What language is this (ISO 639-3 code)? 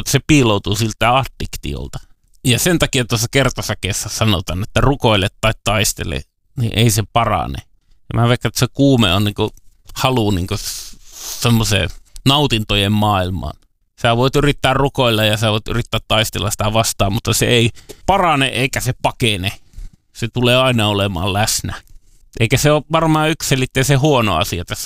fin